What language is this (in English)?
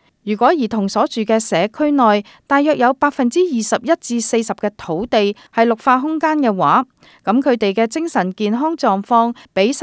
Cantonese